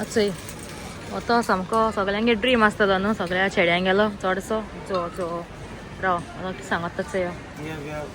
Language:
Konkani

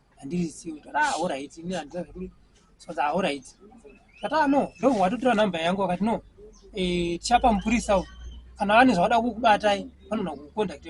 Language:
Shona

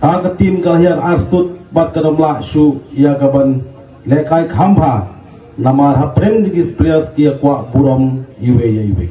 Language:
Khasi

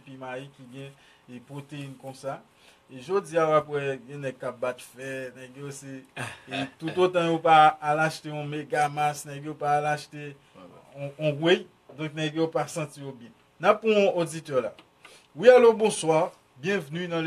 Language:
Haitian Creole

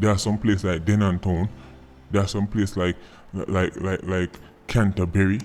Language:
Jamaican Creole English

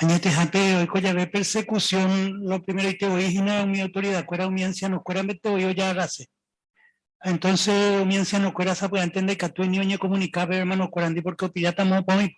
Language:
Guarani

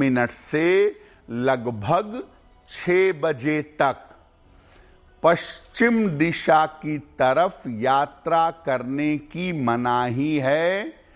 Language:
Hindi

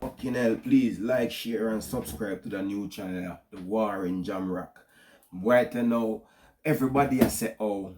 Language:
Jamaican Creole English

